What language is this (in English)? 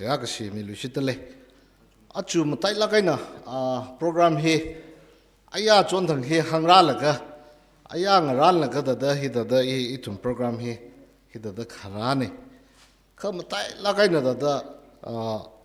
Tangkhul Naga (India)